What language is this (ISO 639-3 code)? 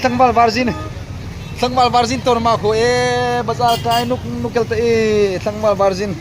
hmr